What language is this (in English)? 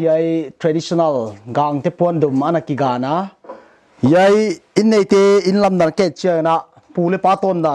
Paite Chin